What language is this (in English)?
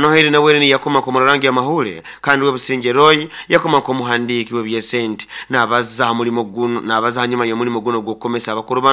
Nyoro